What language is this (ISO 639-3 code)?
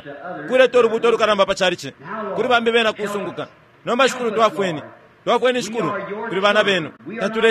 bem